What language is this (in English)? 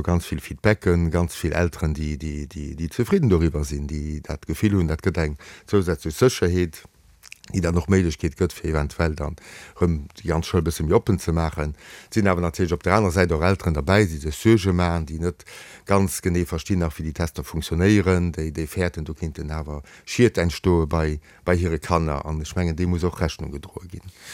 Luxembourgish